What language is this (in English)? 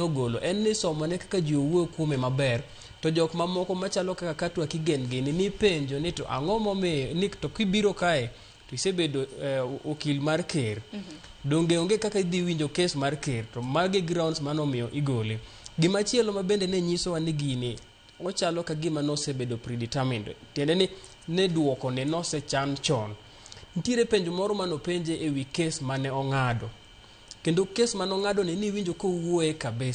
Luo (Kenya and Tanzania)